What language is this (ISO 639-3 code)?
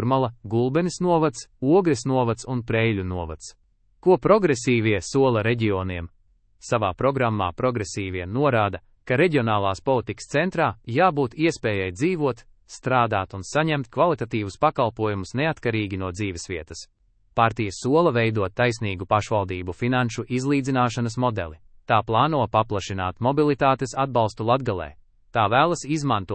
lav